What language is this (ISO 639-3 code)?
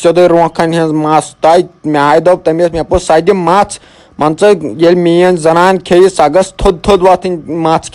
kas